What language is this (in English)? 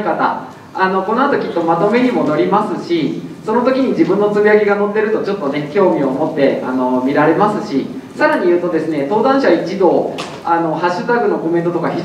Japanese